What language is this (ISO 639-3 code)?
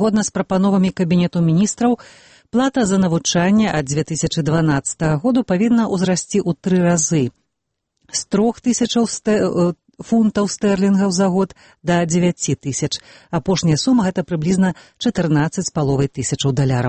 bel